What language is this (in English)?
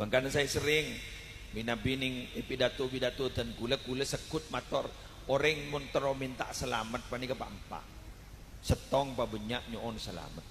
Madurese